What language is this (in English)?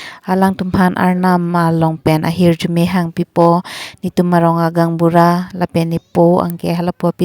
Karbi